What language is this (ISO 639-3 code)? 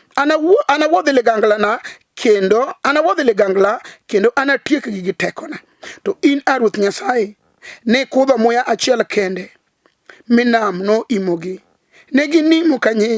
luo